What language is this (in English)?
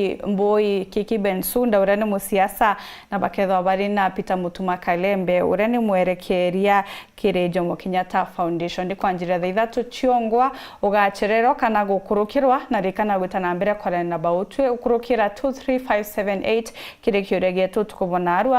Meru